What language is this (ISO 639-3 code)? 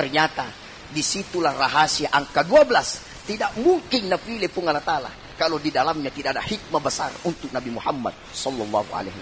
bug